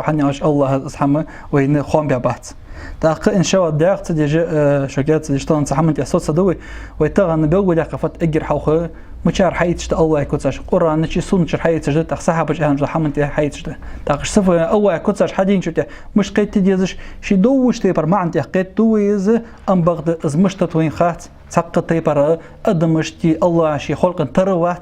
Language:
Ingush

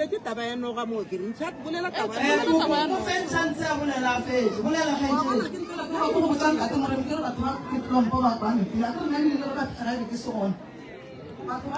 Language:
Northern Sotho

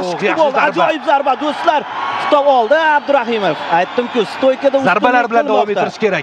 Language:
Uzbek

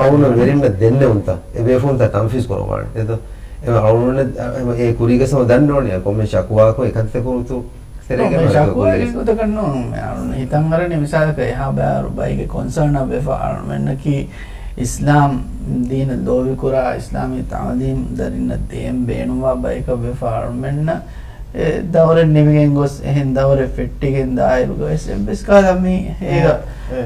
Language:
Divehi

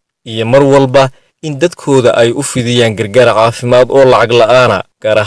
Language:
Somali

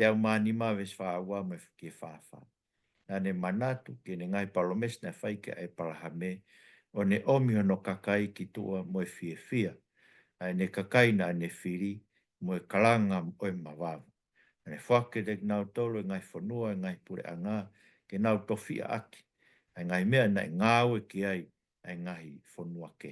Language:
Tongan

